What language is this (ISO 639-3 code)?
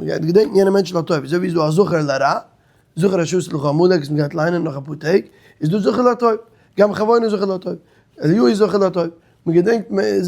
yid